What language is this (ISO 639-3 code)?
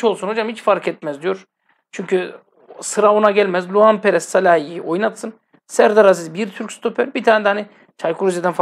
tur